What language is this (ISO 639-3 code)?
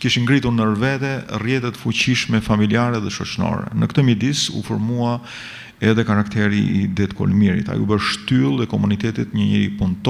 sqi